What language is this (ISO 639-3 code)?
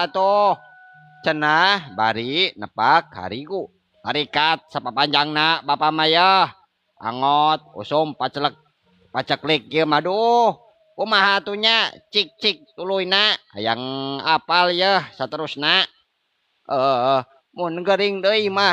sun